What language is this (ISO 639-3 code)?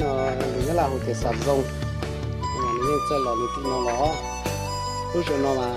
hmn